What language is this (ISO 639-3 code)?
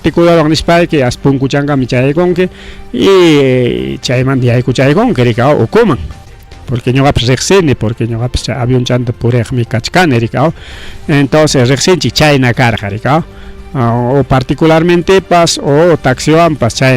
quy